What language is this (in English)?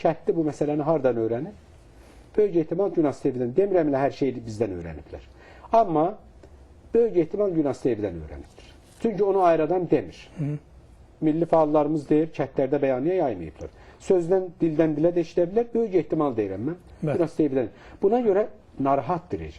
Azerbaijani